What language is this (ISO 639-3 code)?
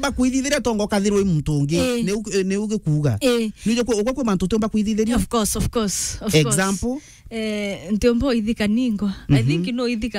mer